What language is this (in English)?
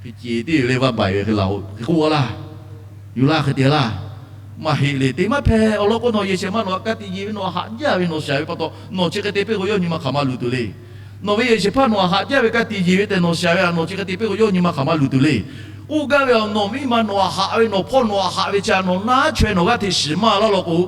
Lahu